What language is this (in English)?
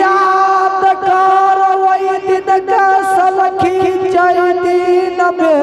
Angika